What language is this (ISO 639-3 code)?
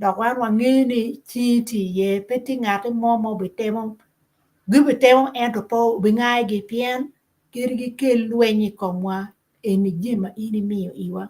ach